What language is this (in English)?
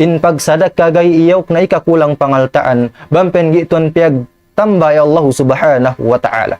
Tausug